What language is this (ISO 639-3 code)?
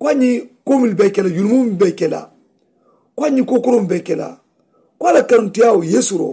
man